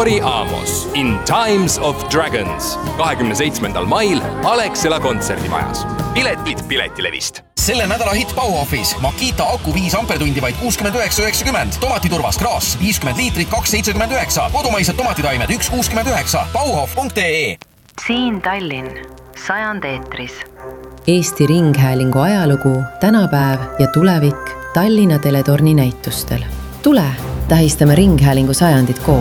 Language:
Estonian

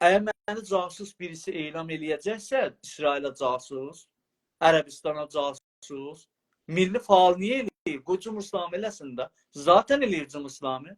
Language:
South Azerbaijani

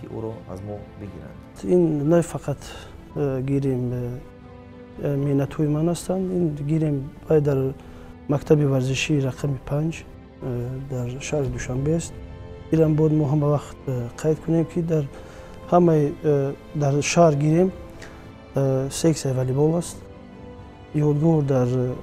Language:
Tajik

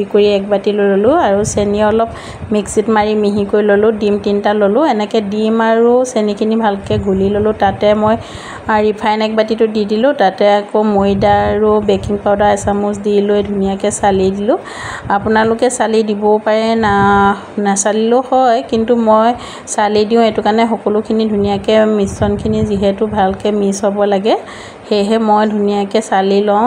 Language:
Assamese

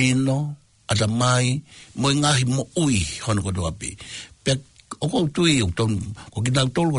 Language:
Tongan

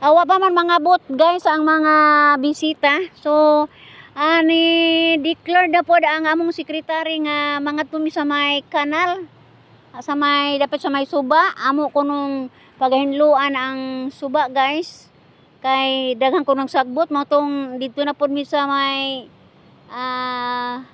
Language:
Cebuano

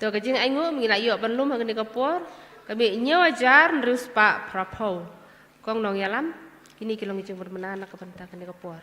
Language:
Khasi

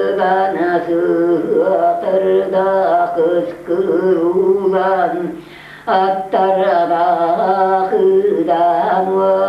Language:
Yakut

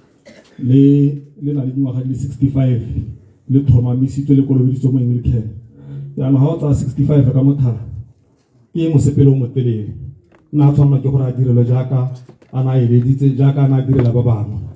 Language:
Tswana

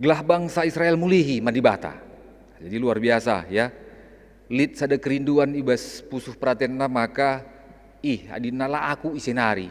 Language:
Batak Karo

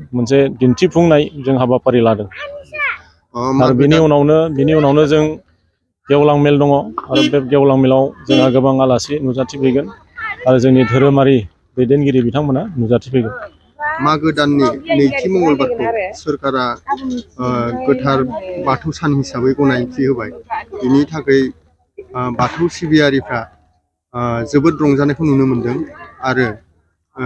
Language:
Bodo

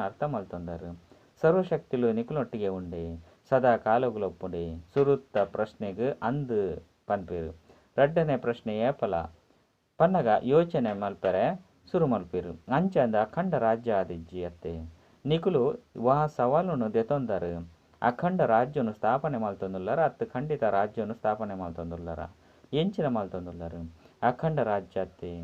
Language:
Tulu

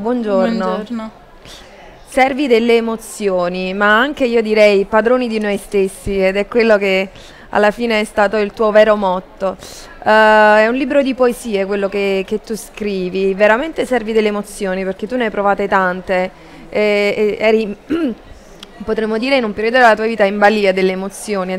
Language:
Italian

